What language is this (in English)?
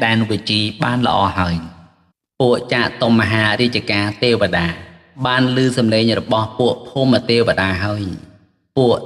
Khmer